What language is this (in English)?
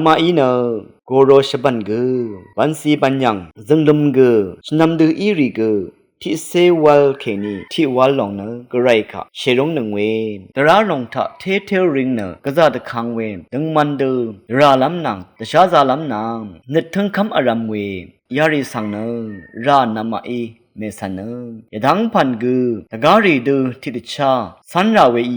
Rawang